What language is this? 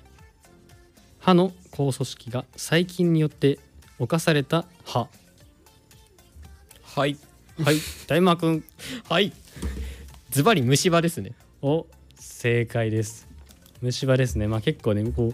Japanese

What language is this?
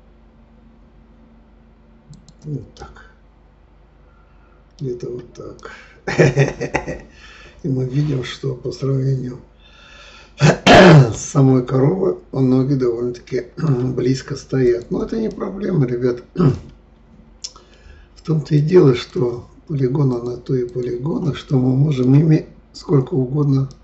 Russian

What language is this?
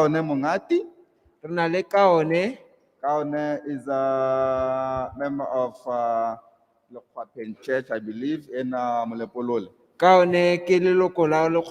Tswana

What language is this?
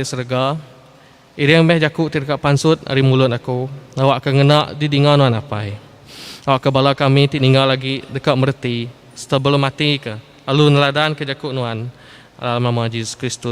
Iban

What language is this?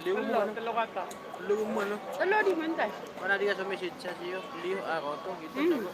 Maranao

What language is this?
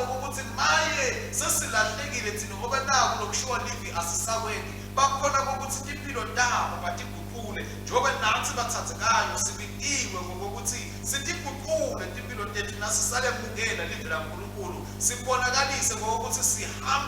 Swati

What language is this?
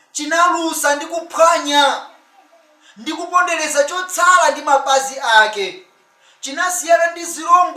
Nyanja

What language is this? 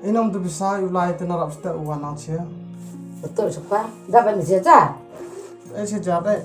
Khasi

